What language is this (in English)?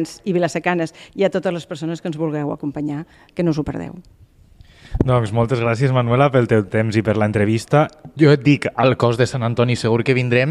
Catalan